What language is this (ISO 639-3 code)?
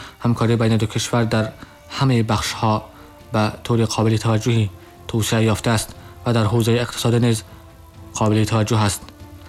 tgk